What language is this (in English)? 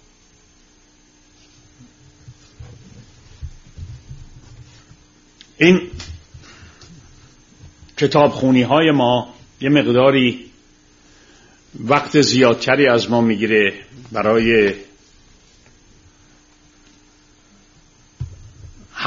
Persian